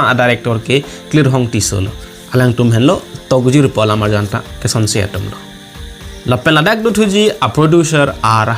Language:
Karbi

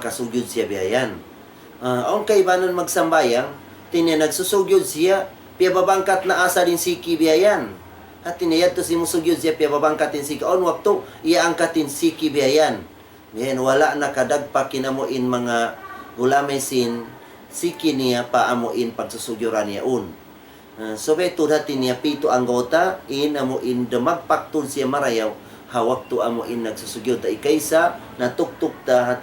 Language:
Tausug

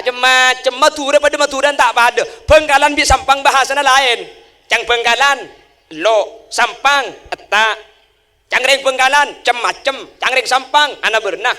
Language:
Madurese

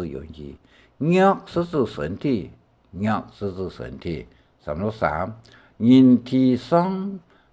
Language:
Hakka Chinese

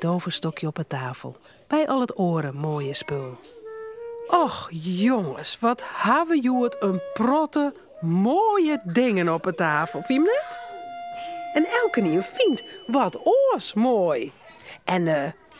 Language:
Western Frisian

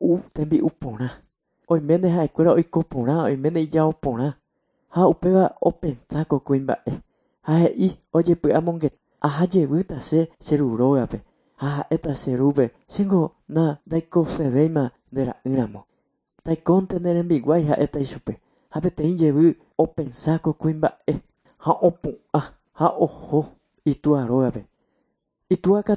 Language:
Guarani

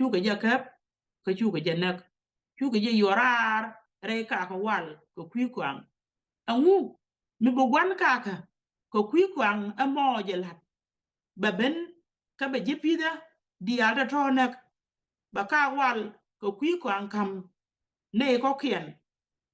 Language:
Nuer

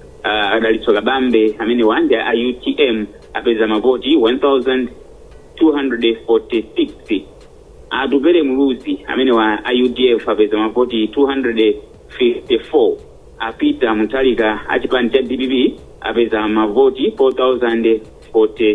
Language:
Nyanja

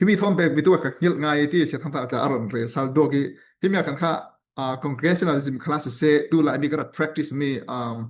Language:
Falam Chin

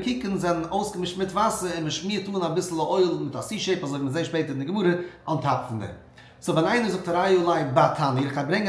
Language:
Yiddish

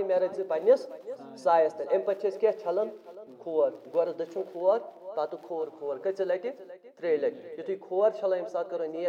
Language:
Kashmiri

